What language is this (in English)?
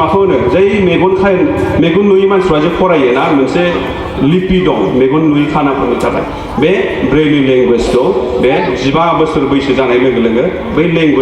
Bodo